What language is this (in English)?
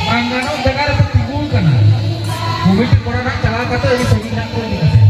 Santali